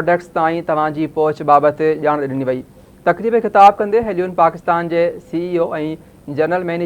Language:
Sindhi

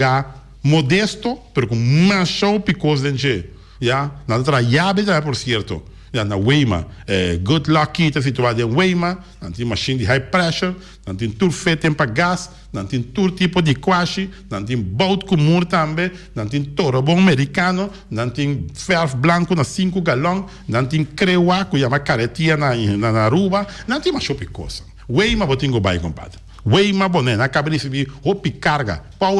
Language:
Papiamento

